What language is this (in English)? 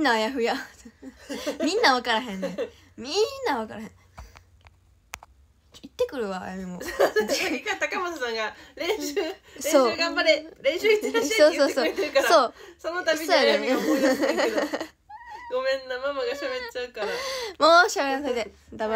Japanese